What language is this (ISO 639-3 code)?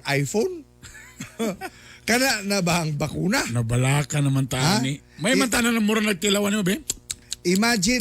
ceb